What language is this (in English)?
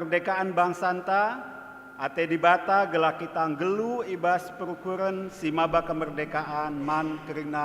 Batak Karo